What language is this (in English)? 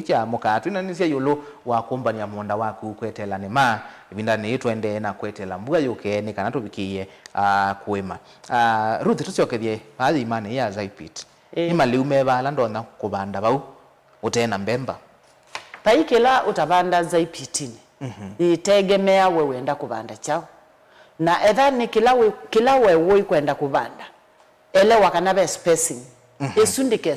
Kamba